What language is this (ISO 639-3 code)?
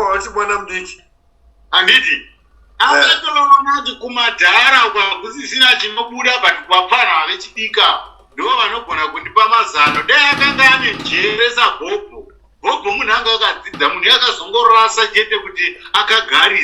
sna